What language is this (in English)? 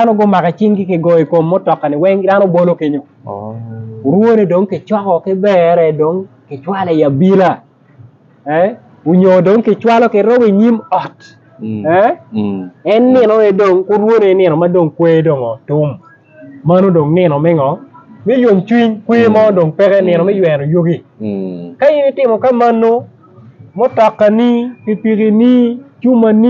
Acoli